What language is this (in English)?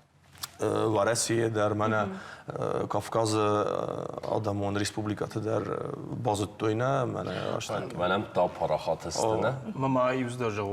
Ossetic